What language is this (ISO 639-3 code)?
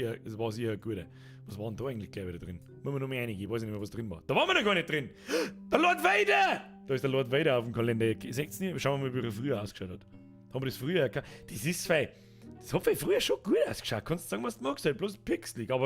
bar